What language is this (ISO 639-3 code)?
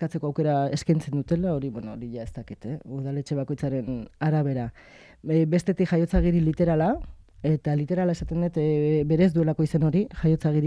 eus